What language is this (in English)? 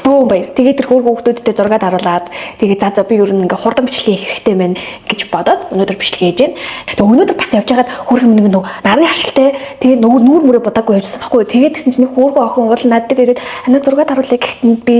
Mongolian